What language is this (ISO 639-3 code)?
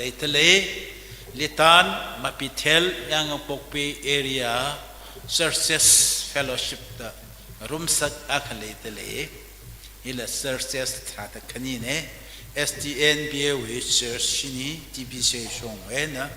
nmf